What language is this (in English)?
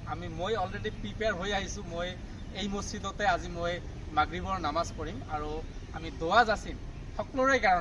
Assamese